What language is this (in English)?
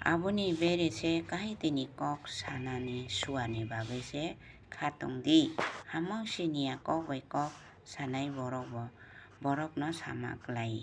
Kok Borok